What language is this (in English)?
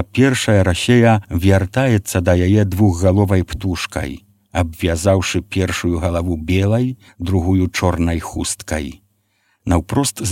Belarusian